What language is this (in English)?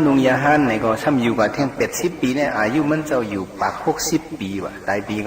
Shan